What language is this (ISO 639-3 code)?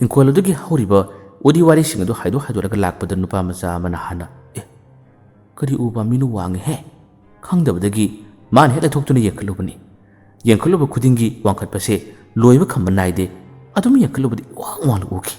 mni